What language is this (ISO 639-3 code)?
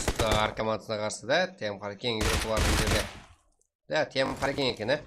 kaa